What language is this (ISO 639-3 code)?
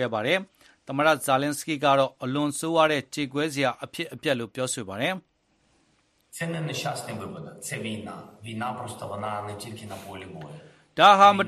mya